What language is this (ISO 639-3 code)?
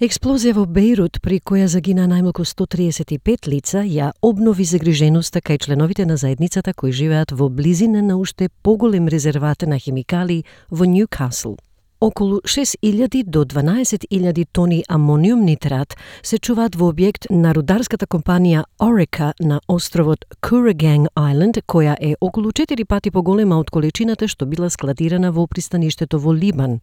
mkd